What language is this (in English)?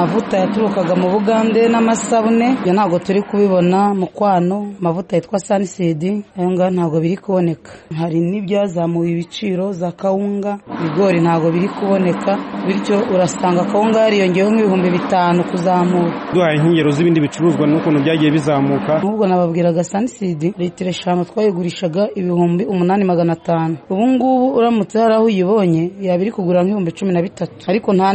Kinyarwanda